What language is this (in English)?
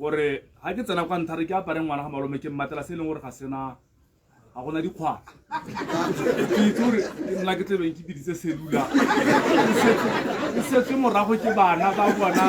Tswana